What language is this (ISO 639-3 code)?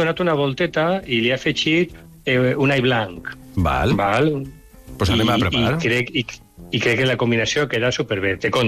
cat